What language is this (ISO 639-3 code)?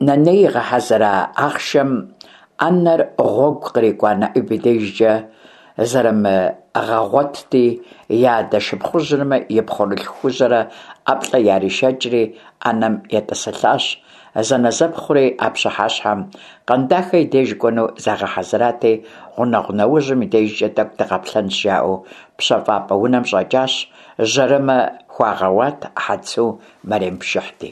kbd